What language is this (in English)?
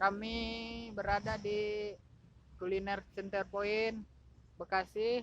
Minangkabau